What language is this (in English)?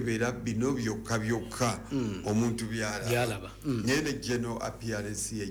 Ganda